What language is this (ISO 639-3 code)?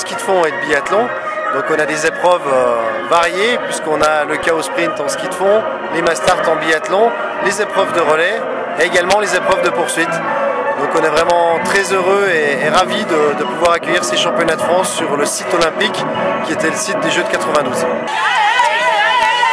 fra